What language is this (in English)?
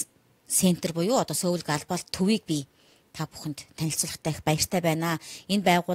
Mongolian